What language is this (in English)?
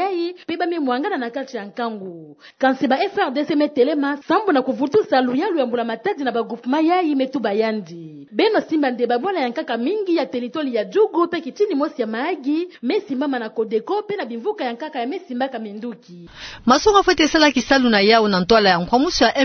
Kituba (Democratic Republic of Congo)